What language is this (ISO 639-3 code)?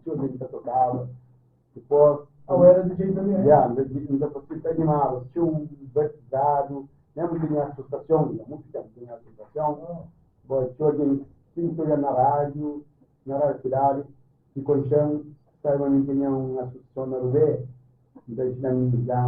kea